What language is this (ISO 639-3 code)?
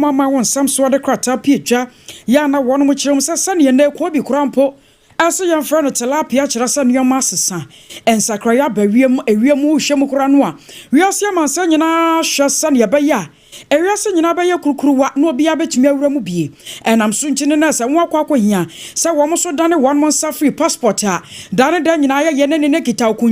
aka